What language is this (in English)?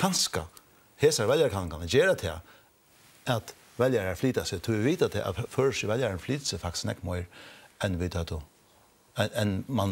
Faroese